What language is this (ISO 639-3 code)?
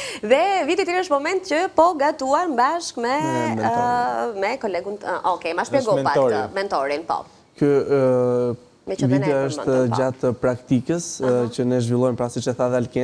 sqi